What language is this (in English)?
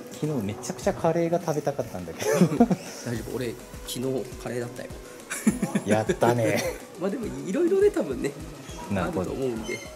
Japanese